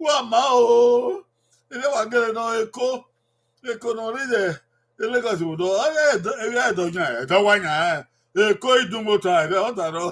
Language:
Bini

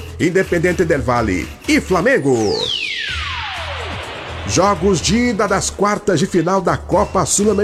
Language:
Portuguese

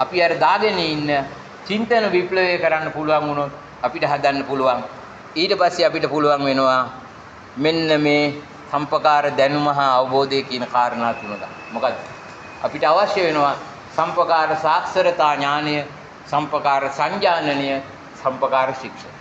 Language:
Sinhala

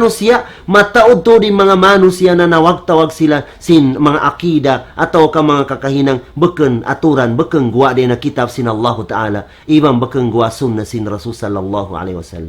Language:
Tausug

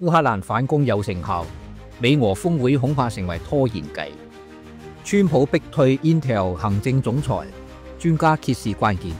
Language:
Cantonese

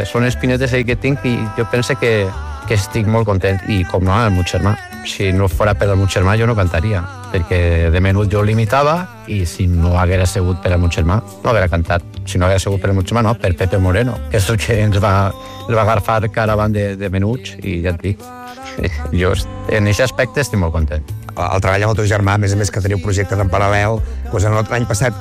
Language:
Catalan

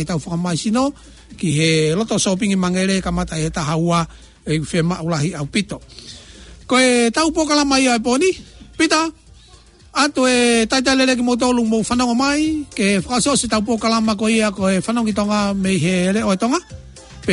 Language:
Tongan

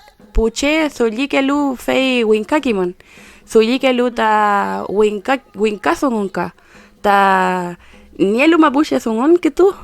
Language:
Mapuche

